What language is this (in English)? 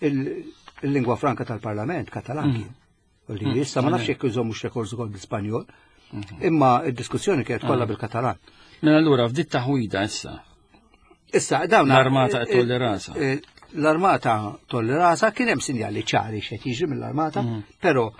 Maltese